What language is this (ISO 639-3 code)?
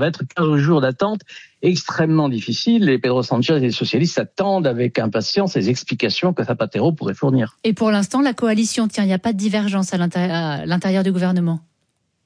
fra